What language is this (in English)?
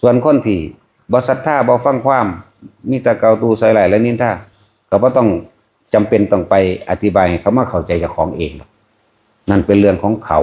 Northeastern Thai